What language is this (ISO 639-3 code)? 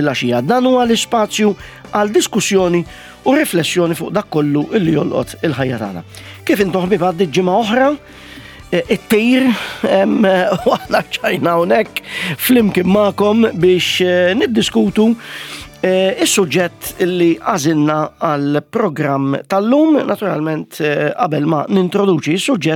mlt